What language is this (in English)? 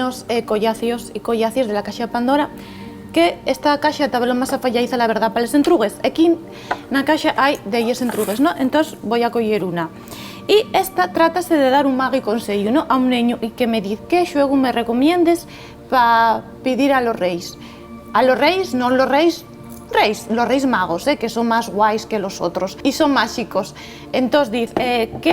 Asturian